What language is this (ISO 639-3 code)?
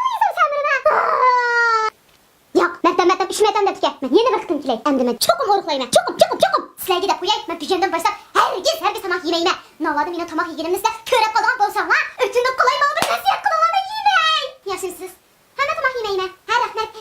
uig